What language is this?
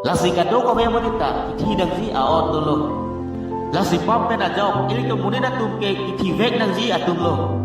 Karbi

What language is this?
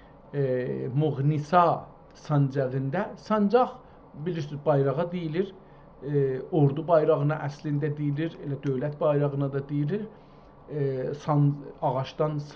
South Azerbaijani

